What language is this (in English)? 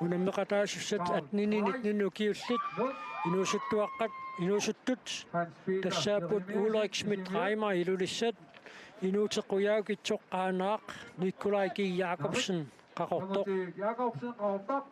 Kalaallisut